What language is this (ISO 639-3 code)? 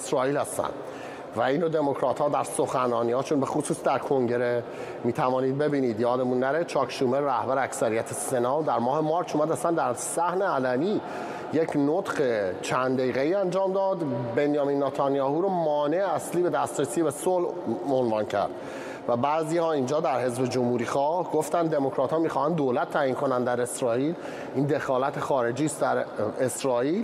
fas